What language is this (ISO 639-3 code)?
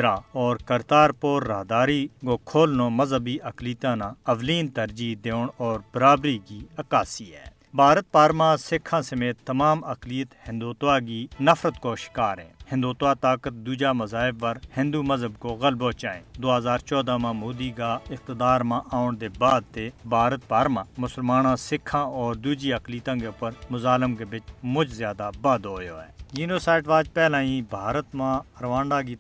gju